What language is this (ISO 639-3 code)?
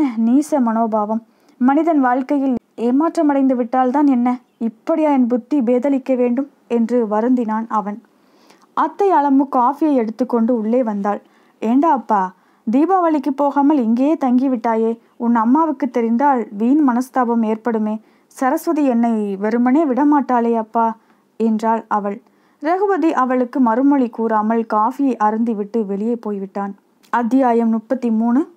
tam